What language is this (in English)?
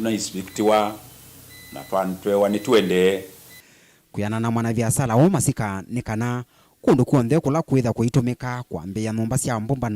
Kamba